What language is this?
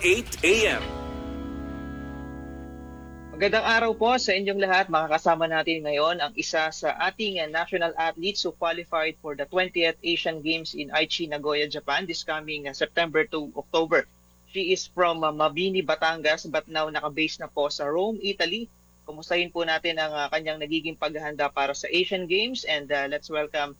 Filipino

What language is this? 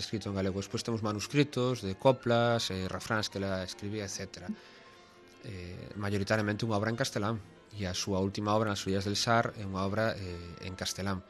Galician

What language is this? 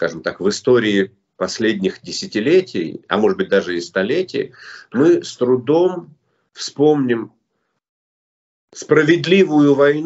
Russian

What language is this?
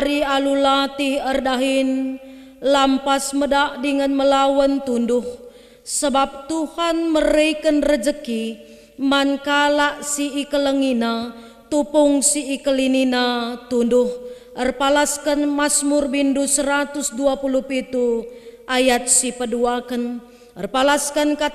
Batak Karo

